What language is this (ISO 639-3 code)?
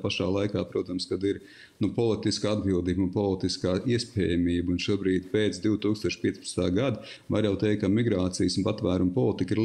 lav